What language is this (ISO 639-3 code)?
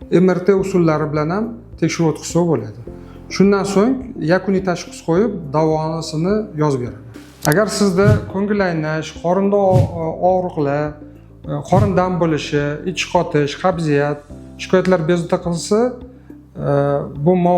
uzb